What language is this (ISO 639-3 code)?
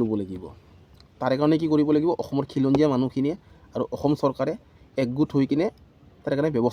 asm